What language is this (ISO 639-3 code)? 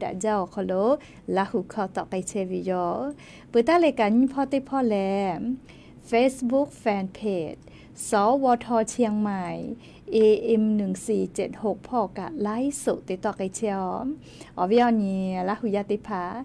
lhu